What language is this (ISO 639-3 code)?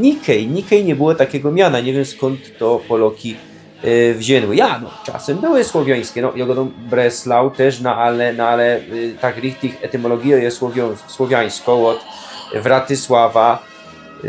szl